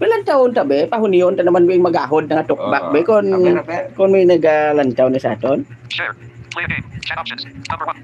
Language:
Hiligaynon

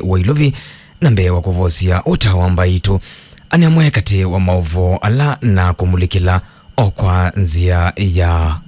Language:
Kamba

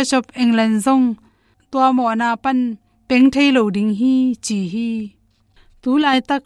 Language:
Tedim Chin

